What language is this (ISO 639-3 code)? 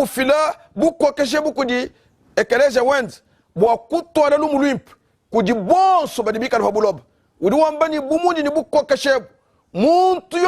lua